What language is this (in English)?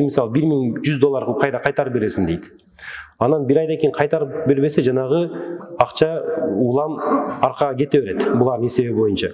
Kyrgyz